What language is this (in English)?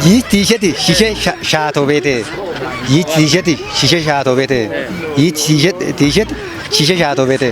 Kafa